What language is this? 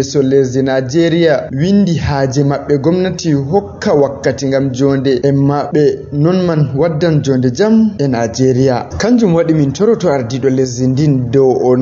Fula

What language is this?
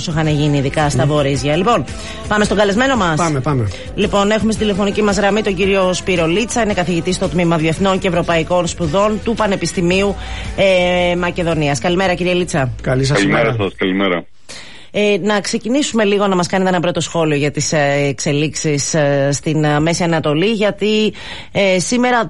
Greek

